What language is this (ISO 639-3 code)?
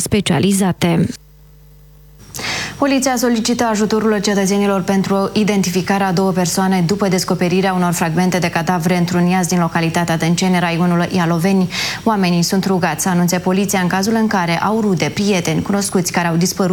ron